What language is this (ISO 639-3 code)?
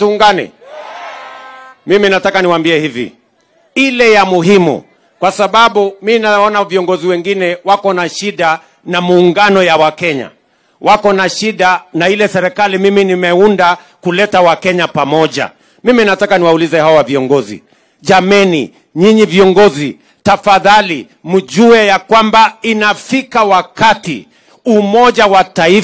swa